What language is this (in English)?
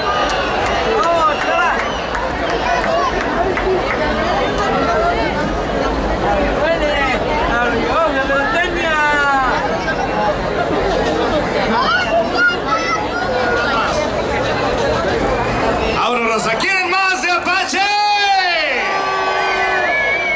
Spanish